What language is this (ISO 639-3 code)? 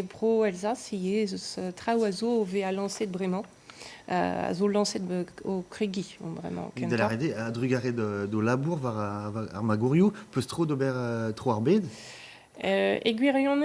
bre